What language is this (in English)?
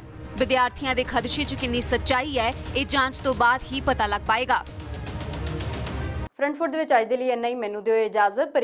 Punjabi